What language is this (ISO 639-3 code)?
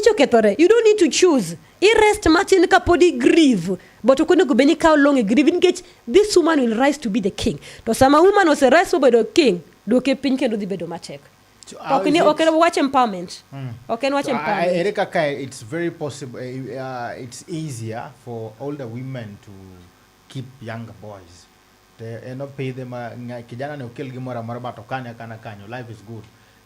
luo